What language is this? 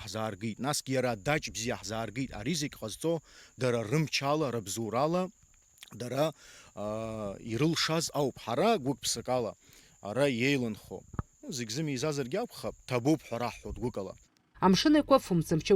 Abkhazian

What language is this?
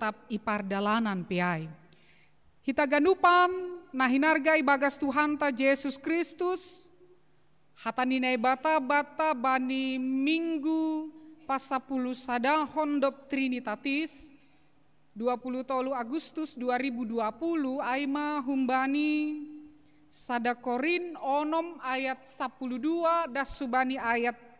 Batak Simalungun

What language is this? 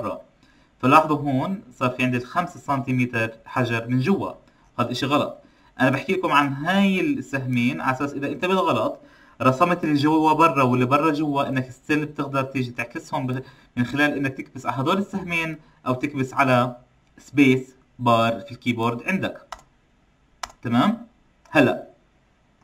South Levantine Arabic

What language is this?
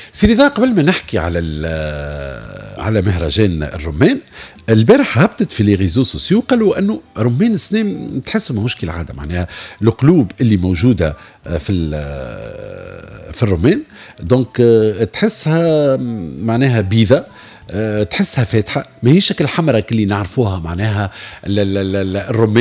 Tunisian Arabic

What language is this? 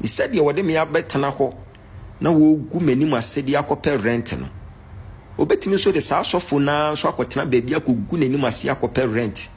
Akan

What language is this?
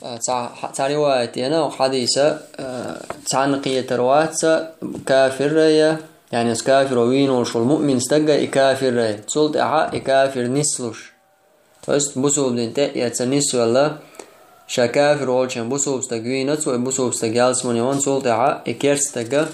Chechen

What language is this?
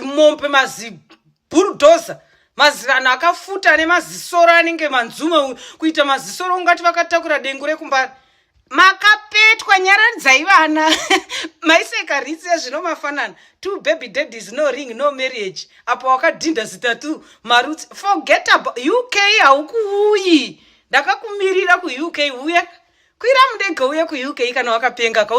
Shona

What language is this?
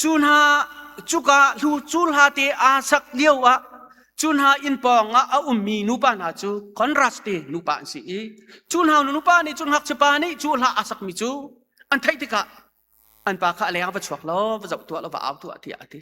Hakha Chin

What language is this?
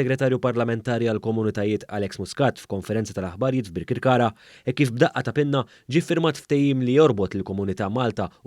Maltese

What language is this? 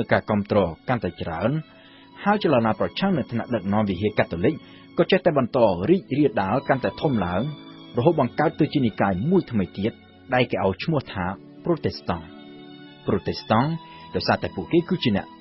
Khmer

